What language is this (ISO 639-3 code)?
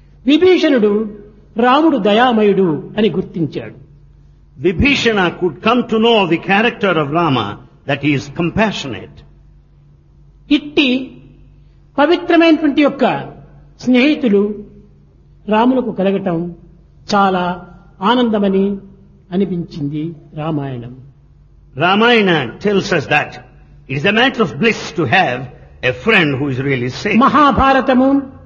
tel